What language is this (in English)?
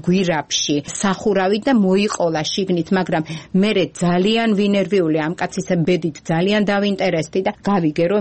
Georgian